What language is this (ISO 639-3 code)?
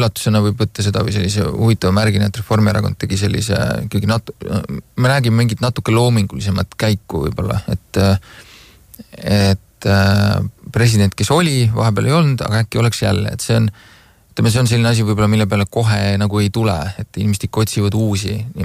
est